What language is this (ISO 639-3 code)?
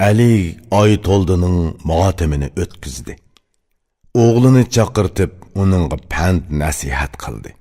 uig